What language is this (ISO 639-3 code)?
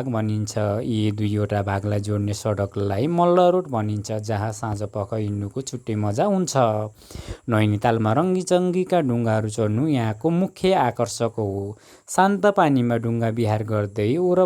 nep